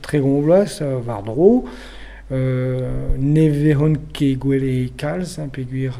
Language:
Breton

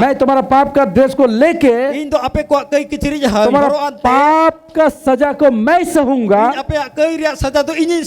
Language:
Santali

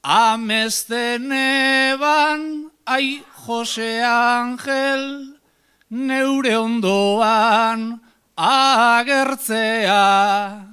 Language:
Basque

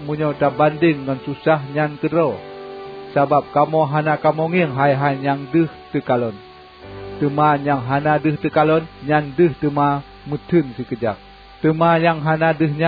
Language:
Achinese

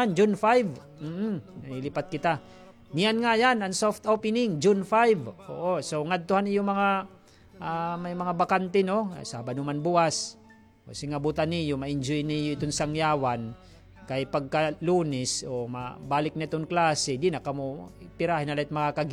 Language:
Waray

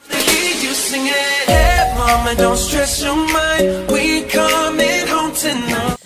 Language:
Karbi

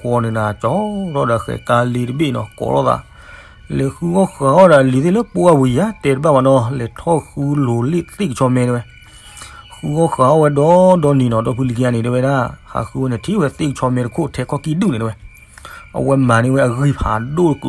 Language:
S'gaw Karen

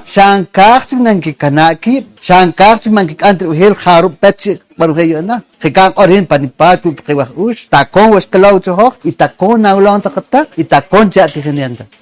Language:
Poqomchi'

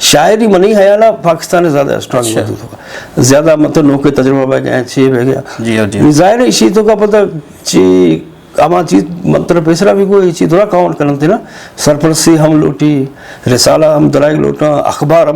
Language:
Eastern Balochi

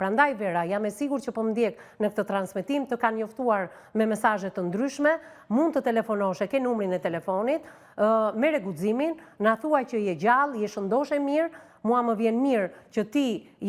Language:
Albanian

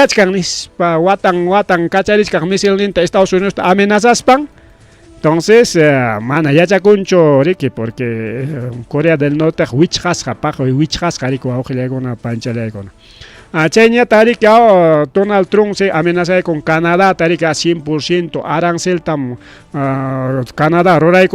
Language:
Ayacucho Quechua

